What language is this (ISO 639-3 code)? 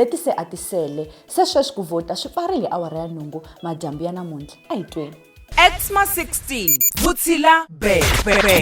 tso